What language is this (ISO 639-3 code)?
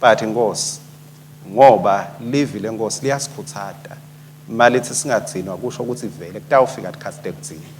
ssw